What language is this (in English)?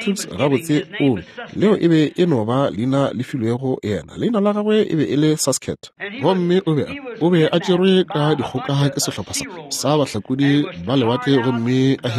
Northern Sotho